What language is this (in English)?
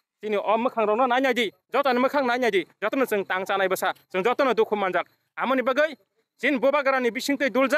Kok Borok